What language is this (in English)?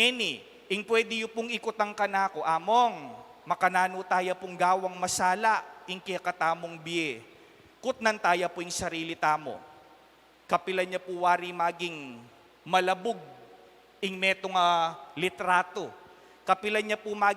Pampanga